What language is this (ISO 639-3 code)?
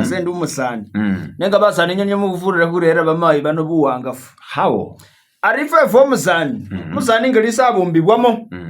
myx